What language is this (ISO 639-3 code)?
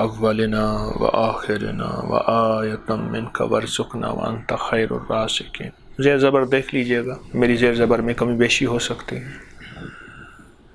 urd